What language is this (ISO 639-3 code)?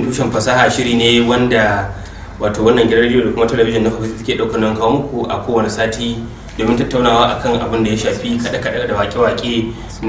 hau